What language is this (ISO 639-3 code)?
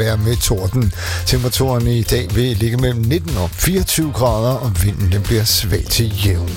dan